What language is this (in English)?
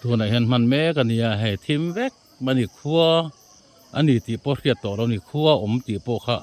Mizo